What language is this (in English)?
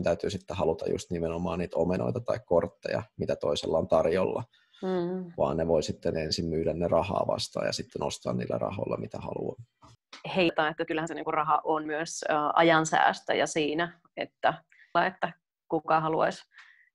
Finnish